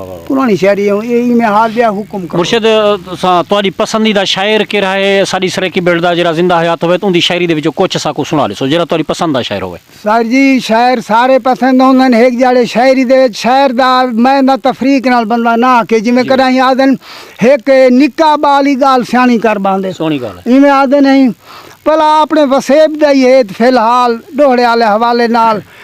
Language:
Saraiki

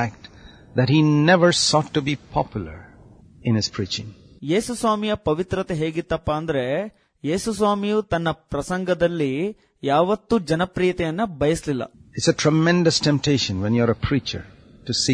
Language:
Kannada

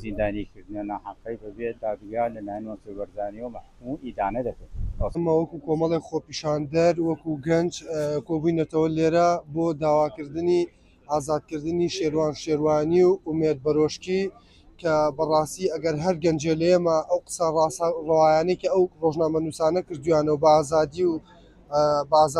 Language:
Central Kurdish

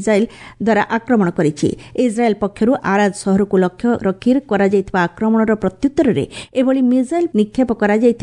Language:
Odia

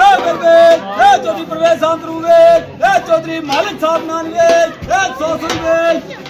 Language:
Pahari-Potwari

